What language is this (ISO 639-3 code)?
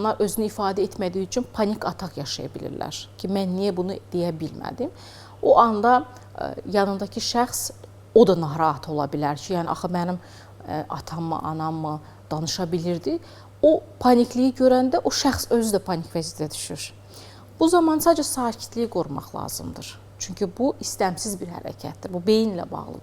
aze